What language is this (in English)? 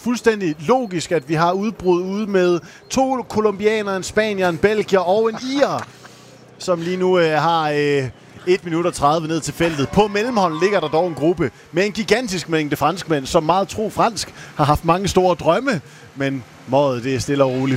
Danish